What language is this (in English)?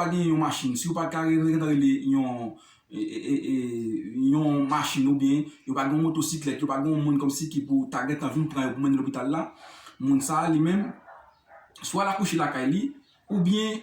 Haitian Creole